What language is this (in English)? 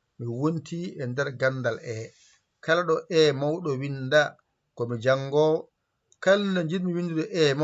Fula